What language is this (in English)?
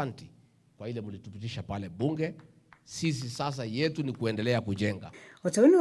Kamba